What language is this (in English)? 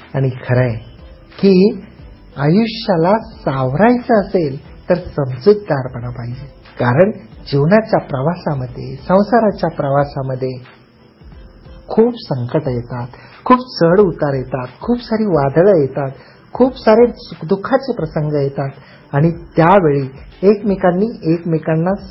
Marathi